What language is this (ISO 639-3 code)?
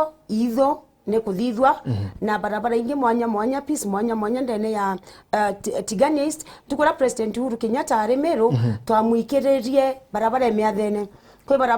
mer